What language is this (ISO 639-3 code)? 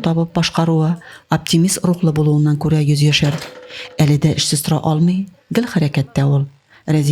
tat